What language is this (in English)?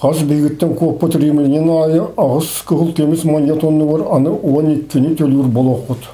Yakut